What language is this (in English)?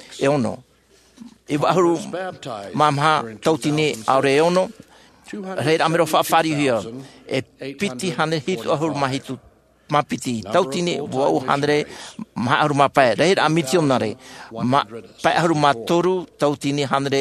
Tahitian